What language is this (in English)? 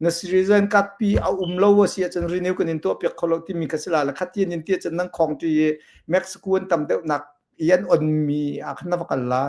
Hakha Chin